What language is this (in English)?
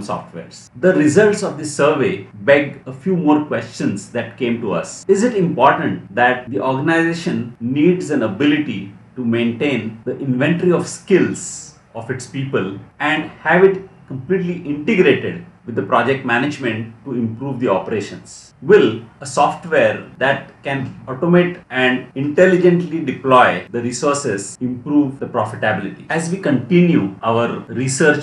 English